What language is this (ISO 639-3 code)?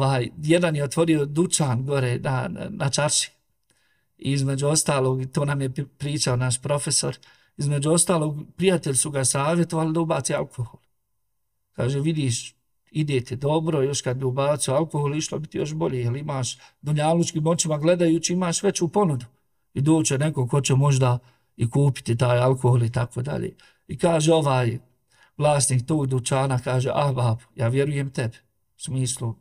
bos